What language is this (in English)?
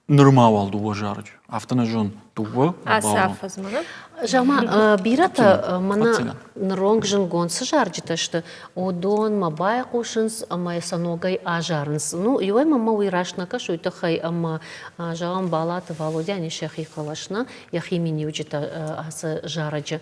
Ossetic